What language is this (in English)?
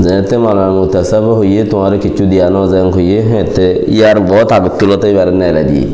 Rohingya